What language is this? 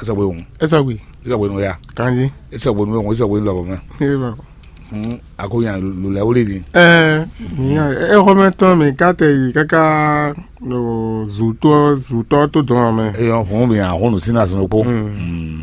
Fon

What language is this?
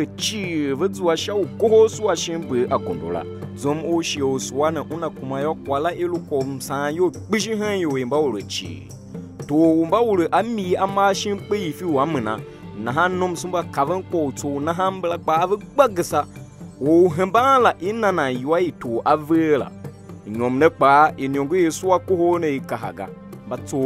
Tiv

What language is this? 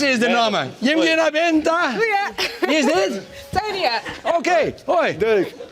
Western Frisian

